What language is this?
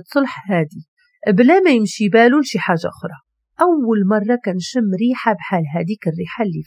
Moroccan Arabic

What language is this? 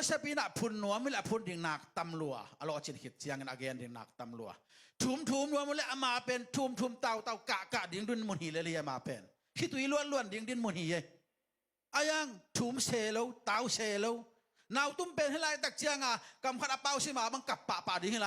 Tedim Chin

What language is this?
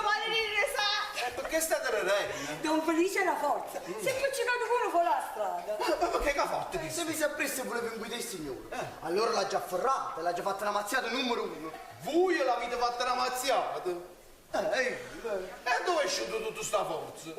Neapolitan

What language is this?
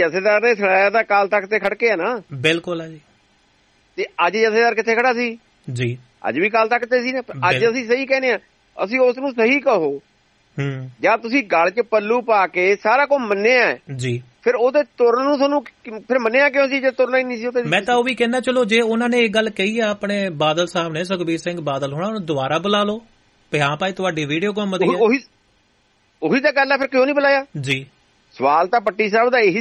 Punjabi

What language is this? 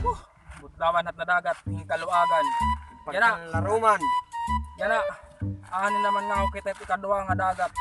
Waray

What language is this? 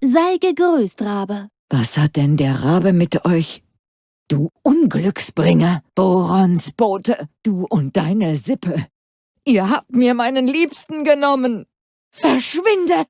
Bavarian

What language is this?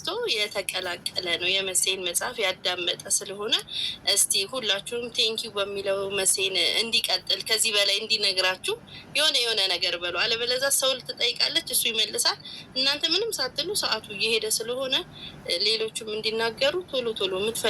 Amharic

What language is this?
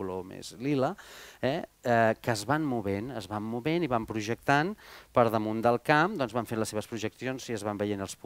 Catalan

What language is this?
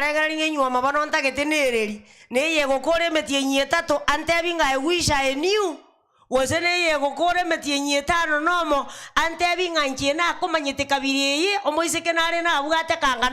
Gusii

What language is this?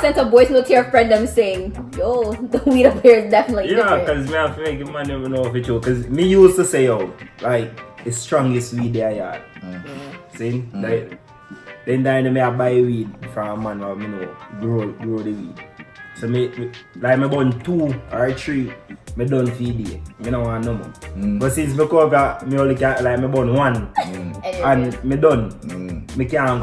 Jamaican Creole English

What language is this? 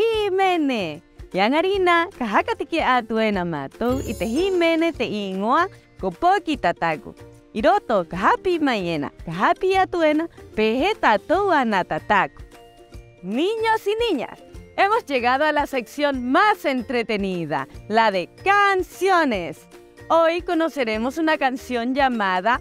Rapanui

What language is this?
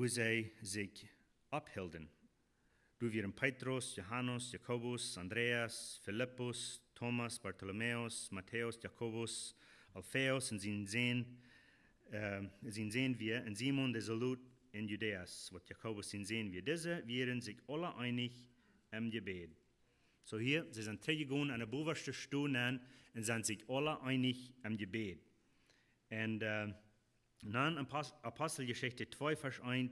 Plautdietsch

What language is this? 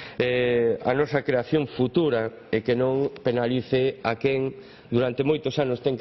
Galician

